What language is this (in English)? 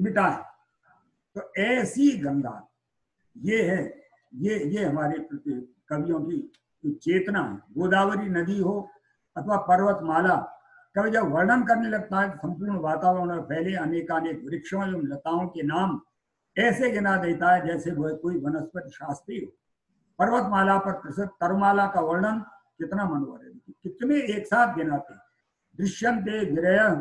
Hindi